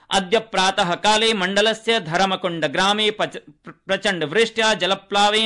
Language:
Sanskrit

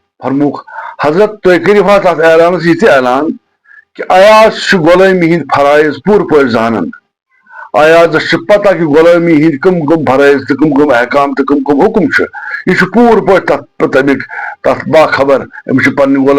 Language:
Kashmiri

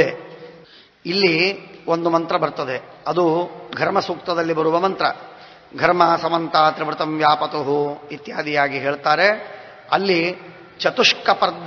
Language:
Kannada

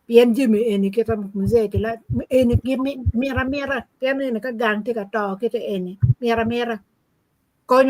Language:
Acoli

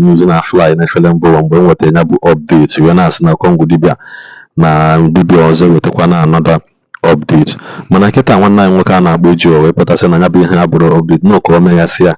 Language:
Igbo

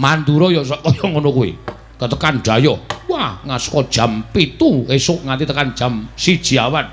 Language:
Javanese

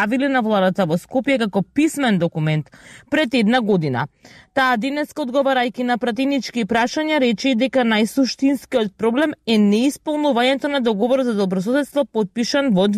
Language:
Macedonian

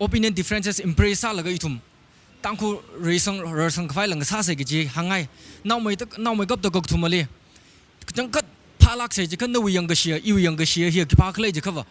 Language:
Tangkhul Naga (India)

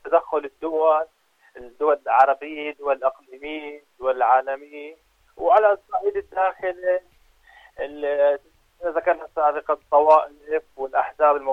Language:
Arabic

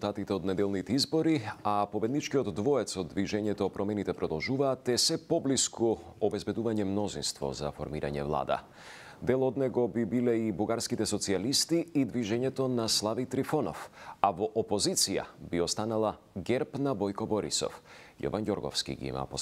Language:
Macedonian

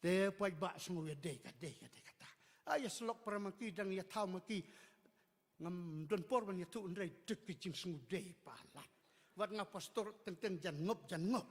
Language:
Khasi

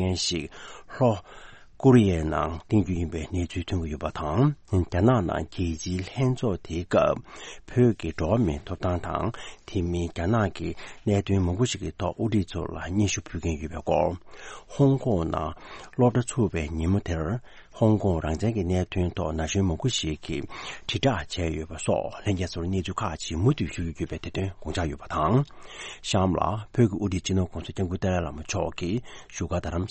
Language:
Tibetan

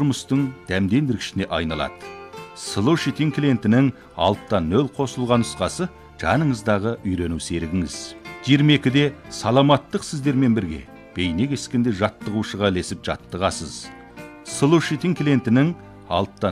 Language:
Kazakh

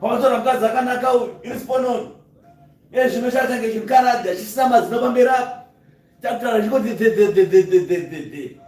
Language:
Shona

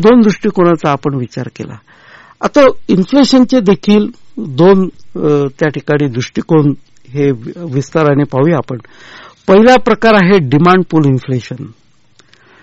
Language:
Marathi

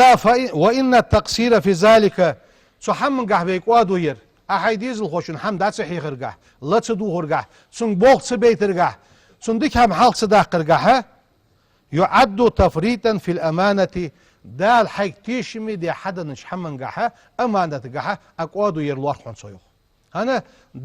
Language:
Ingush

